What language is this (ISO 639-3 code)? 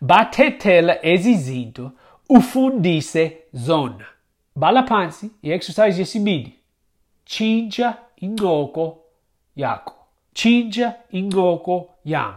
xho